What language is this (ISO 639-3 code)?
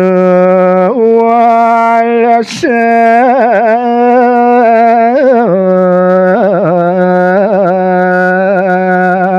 ban